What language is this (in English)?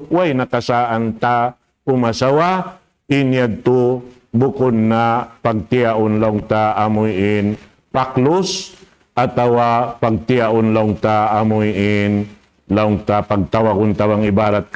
Tausug